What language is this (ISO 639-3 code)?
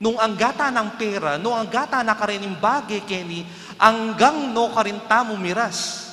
pam